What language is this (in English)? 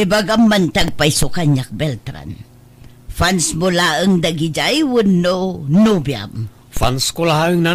Iloko